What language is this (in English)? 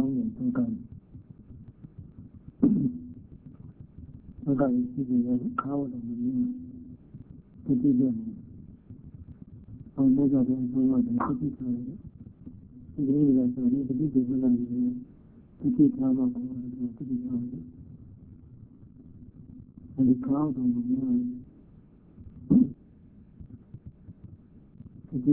Burmese